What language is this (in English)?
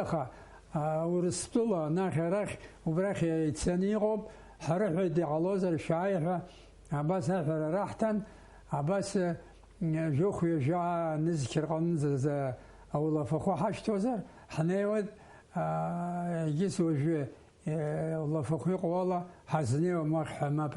Abkhazian